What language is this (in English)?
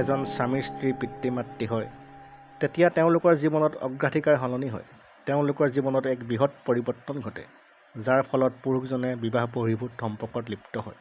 Assamese